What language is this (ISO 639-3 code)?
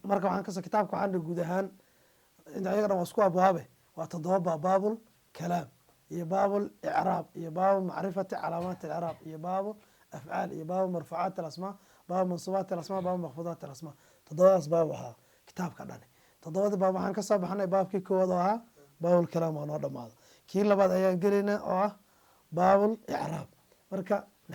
som